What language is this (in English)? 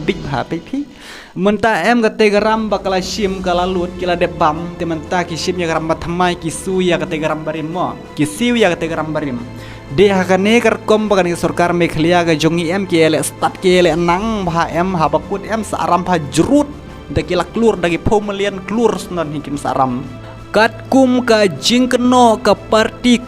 Khasi